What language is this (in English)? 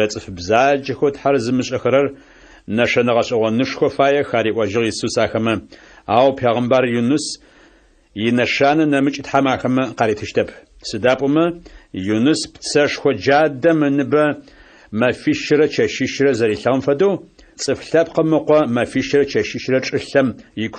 Adyghe